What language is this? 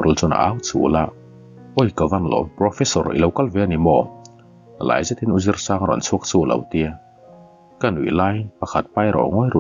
Mizo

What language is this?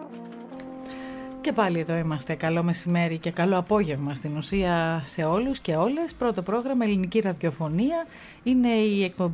Greek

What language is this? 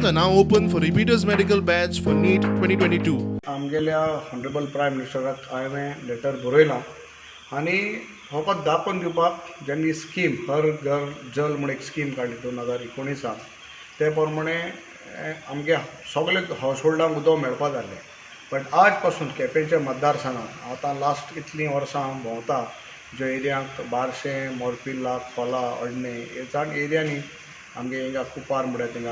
Konkani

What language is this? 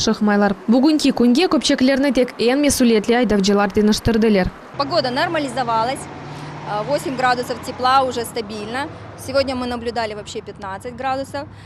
Crimean Tatar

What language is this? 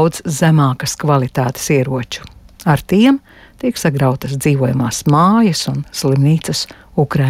Latvian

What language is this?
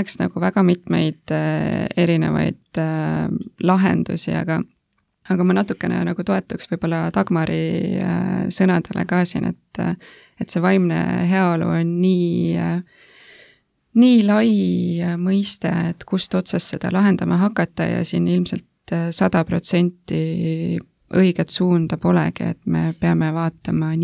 Estonian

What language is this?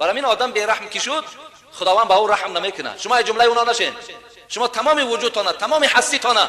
Tajik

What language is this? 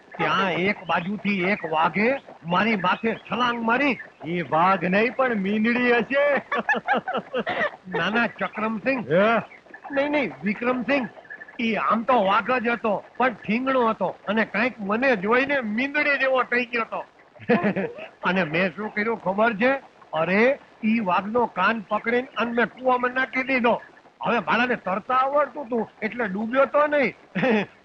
Gujarati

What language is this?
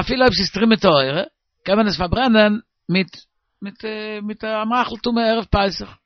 Yiddish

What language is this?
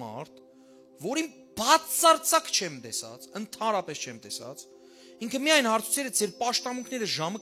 Western Armenian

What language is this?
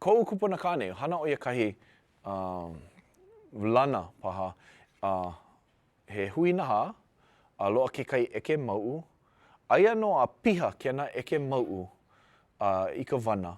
Hawaiian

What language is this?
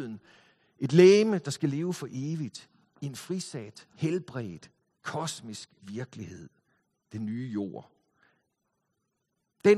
Danish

